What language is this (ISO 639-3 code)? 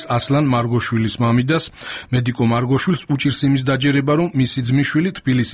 kat